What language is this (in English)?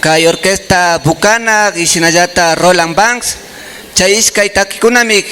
Imbabura Highland Quichua